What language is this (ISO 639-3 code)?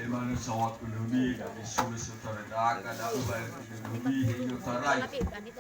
nia